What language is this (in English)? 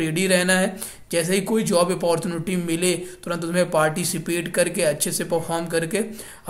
Hindi